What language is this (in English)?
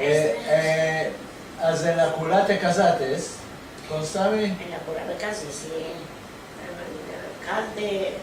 Ladino